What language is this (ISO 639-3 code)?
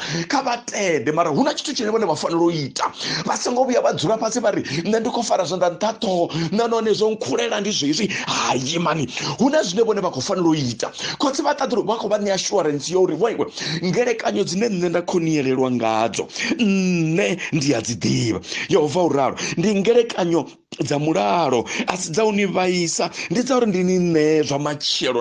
ven